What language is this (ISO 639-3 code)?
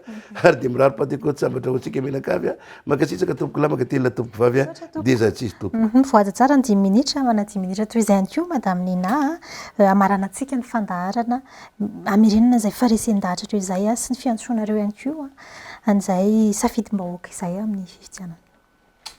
mlg